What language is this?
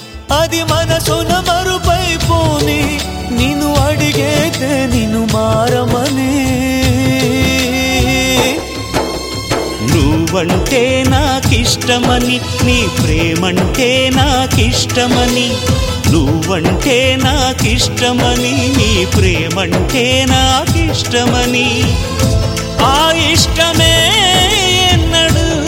Telugu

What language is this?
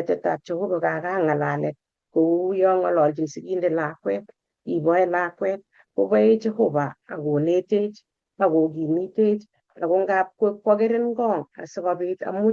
Kalenjin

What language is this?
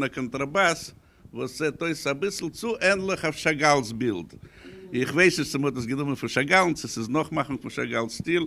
Yiddish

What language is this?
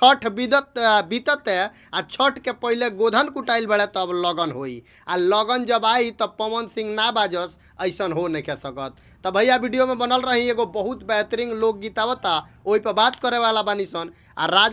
Bhojpuri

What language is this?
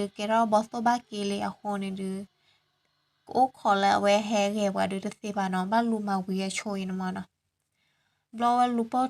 S'gaw Karen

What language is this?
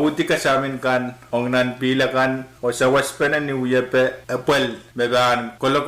Pohnpeian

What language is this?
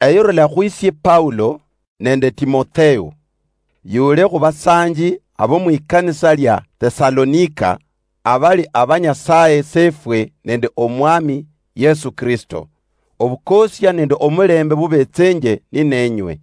Luyia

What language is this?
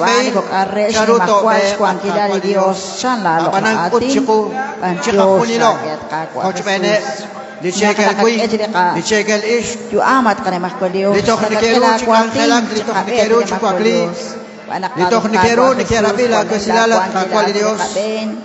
Kekchí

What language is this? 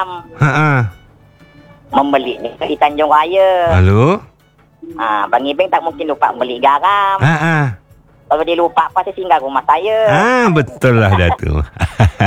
Malay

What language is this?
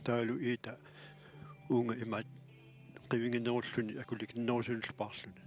Kalaallisut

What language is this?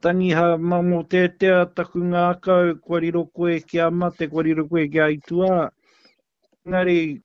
Māori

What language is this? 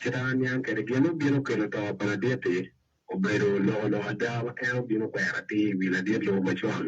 Acoli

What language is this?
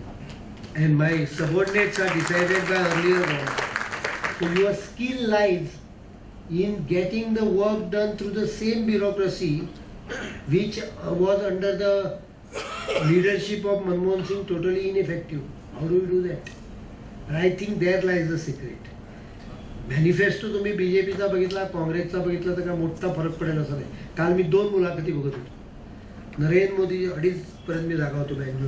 Marathi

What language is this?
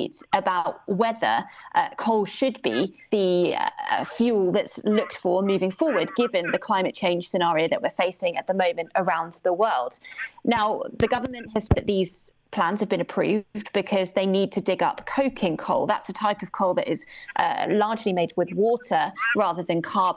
English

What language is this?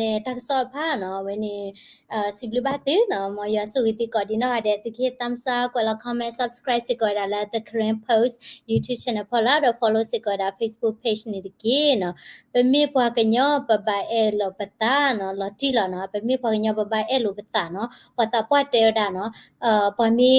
S'gaw Karen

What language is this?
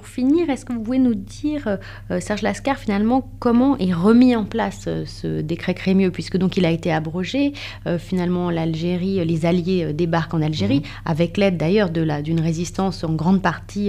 French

